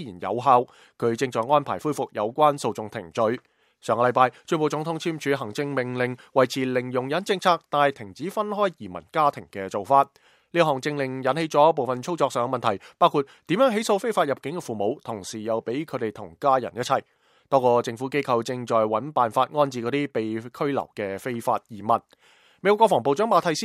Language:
Cantonese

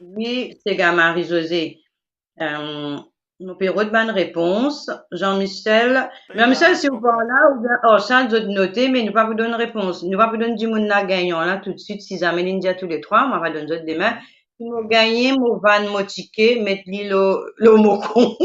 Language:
Morisyen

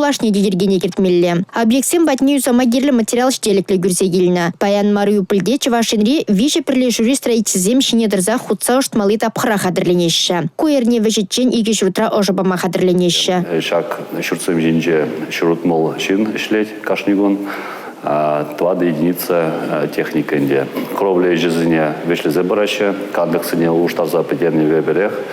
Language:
Chuvash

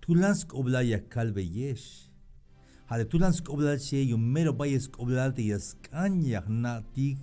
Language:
Tzeltal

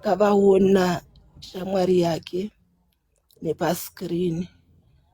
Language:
Shona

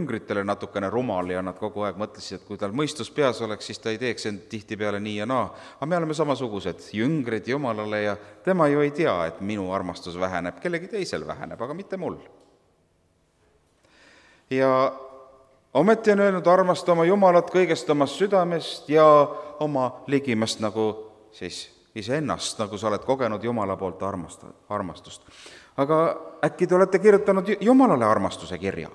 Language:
Estonian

